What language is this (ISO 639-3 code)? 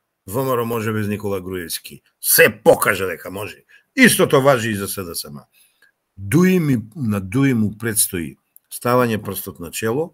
mkd